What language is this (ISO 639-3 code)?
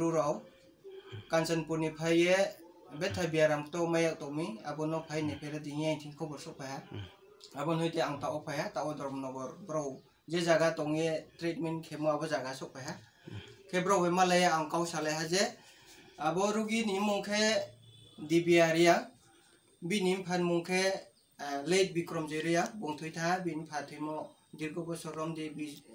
ria